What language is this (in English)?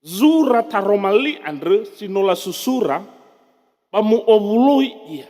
Nias